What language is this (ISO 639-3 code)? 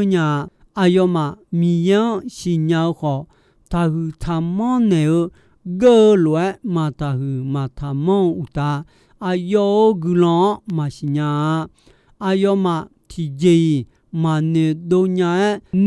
ahk